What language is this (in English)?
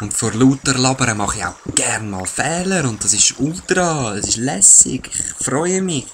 Swiss German